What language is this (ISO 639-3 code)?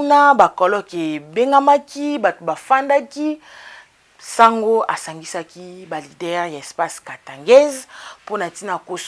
lin